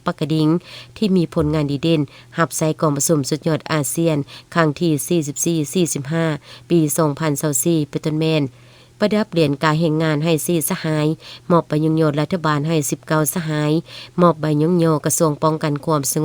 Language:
Lao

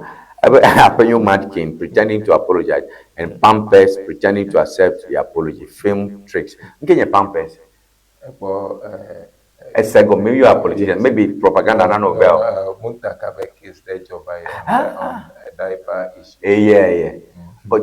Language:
Ewe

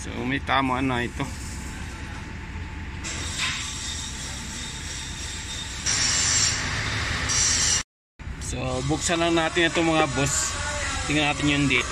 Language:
Filipino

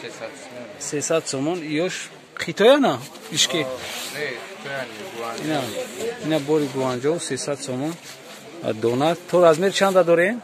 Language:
Tajik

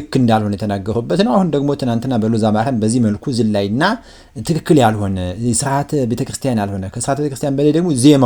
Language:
Amharic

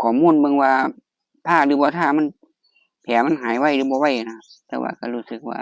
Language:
Lao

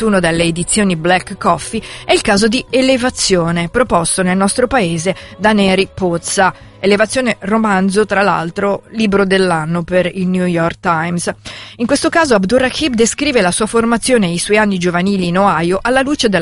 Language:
Italian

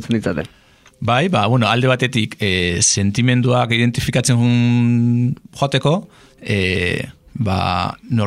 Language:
Basque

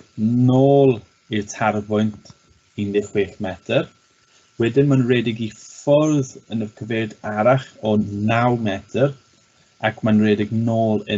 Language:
Welsh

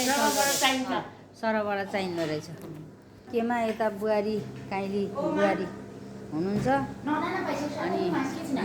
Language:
Nepali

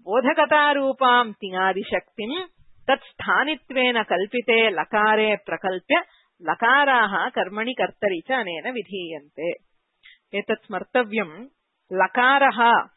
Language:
Sanskrit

